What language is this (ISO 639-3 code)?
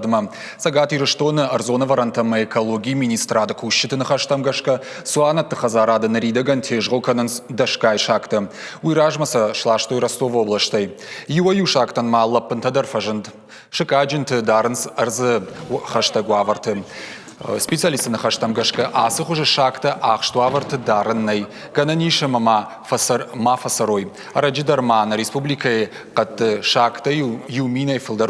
oss